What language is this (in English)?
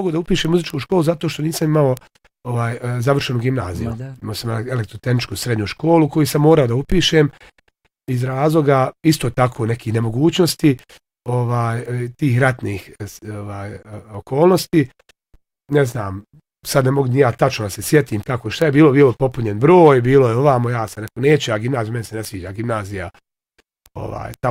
Bosnian